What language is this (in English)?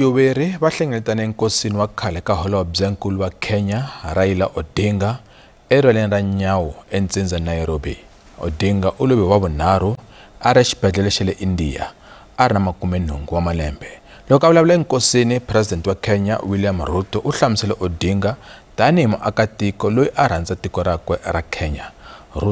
Tsonga